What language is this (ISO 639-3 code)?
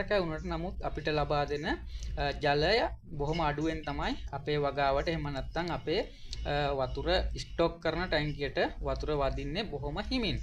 sin